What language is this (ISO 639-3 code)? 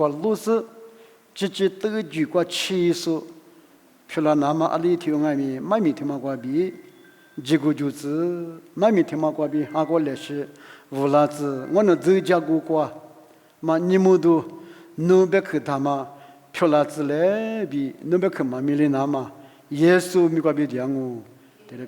lis